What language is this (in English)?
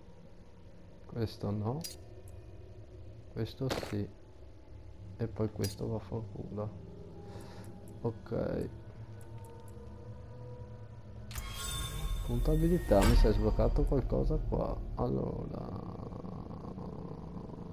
Italian